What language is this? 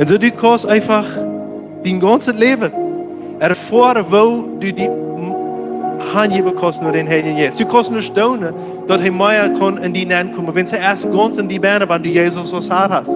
Plautdietsch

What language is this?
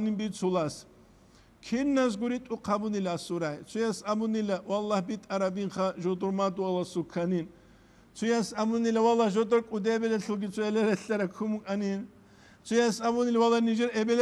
Avaric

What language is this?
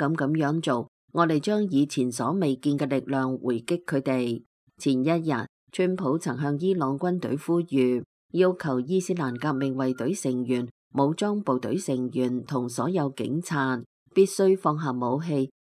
Cantonese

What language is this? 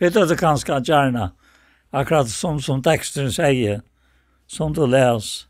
Faroese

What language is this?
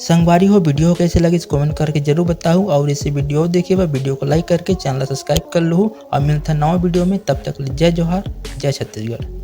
Chhattisgarhi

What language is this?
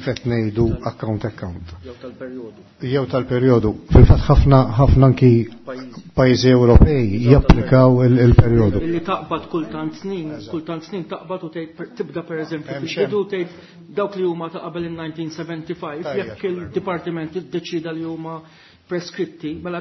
Maltese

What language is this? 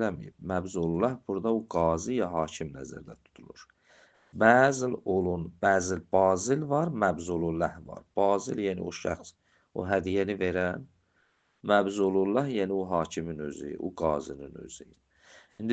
Azerbaijani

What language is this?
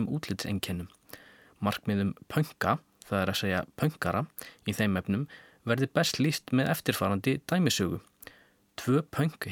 Icelandic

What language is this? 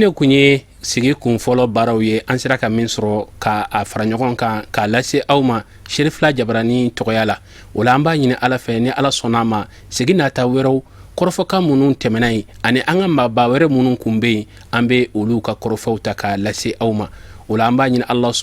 Bambara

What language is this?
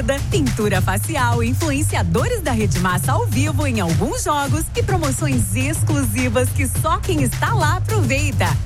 Portuguese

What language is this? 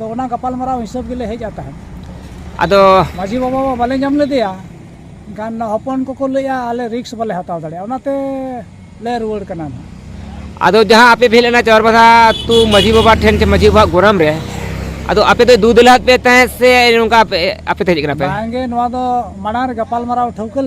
Santali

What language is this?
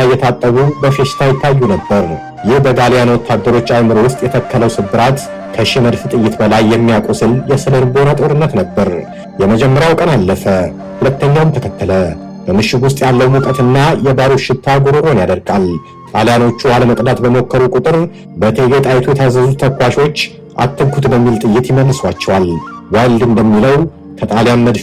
Amharic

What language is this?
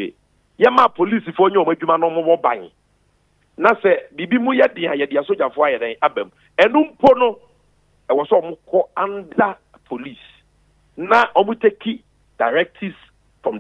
Akan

